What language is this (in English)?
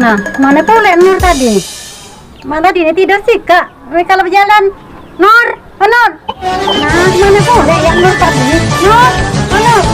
Musi